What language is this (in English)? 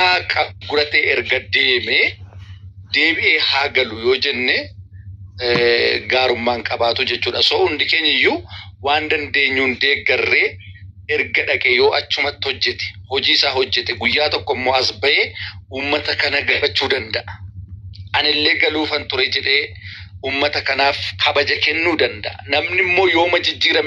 Oromo